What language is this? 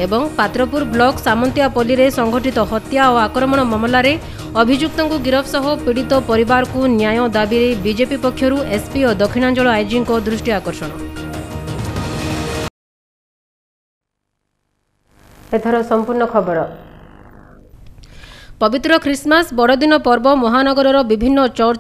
Odia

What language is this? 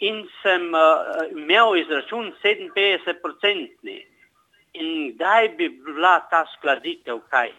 Slovenian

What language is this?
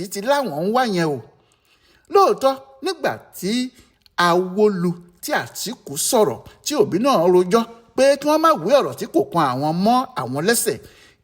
Yoruba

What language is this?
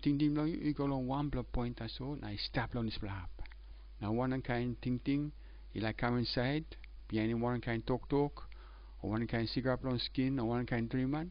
Tok Pisin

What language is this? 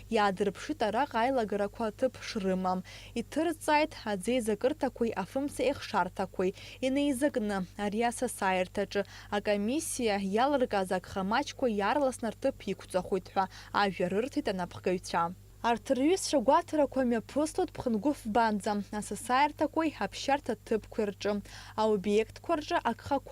Abkhazian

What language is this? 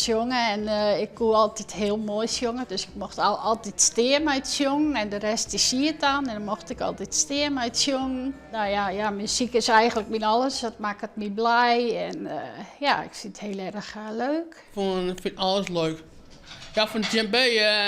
Western Frisian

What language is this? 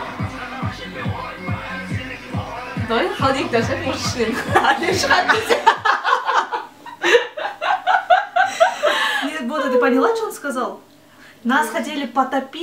Kazakh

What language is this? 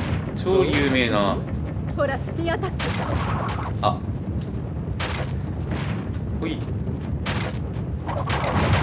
Japanese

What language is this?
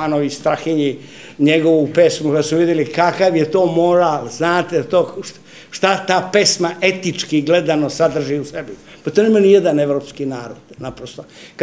Serbian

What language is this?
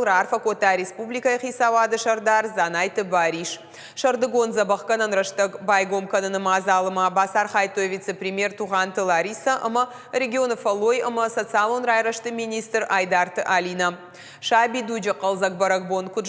Ossetic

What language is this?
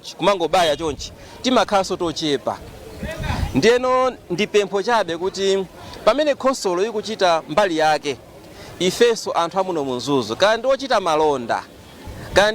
Nyanja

